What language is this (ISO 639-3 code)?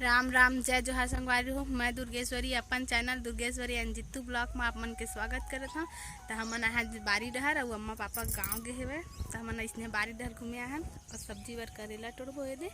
hne